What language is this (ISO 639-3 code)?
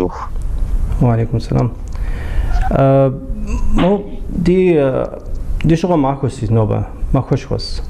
kbd